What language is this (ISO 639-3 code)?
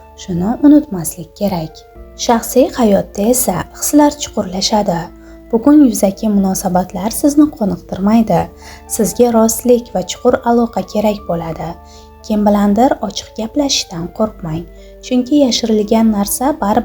uzb